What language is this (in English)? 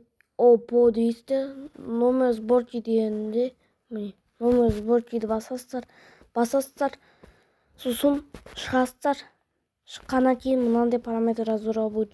Kazakh